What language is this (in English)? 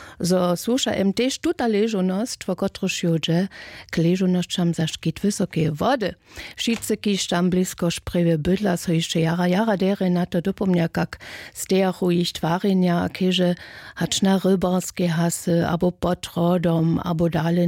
Upper Sorbian